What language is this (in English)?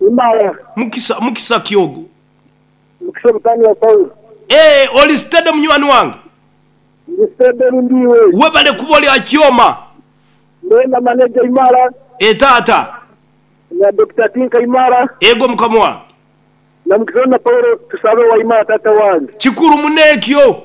Nyoro